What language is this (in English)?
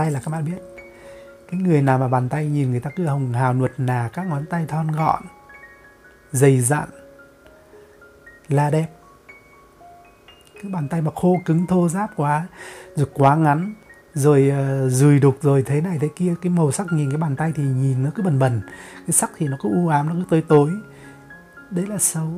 Vietnamese